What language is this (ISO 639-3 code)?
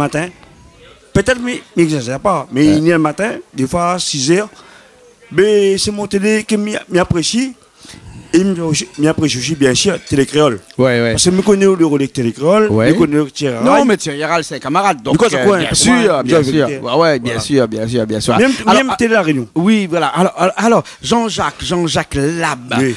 rcf